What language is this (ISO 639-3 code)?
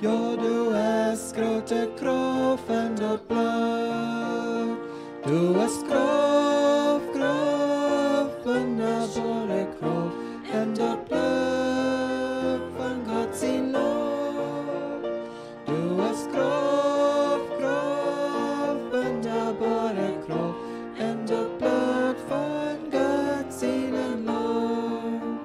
pdt